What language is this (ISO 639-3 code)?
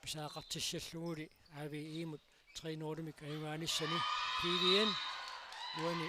kal